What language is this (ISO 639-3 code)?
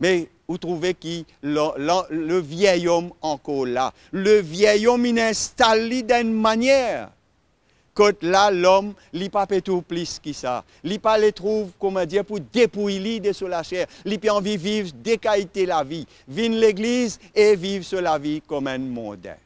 mfe